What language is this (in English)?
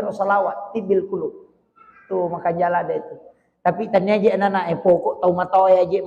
Buginese